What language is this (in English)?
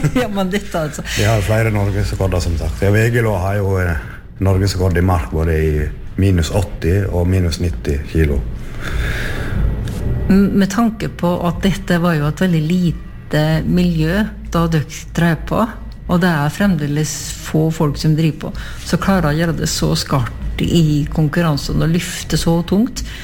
Norwegian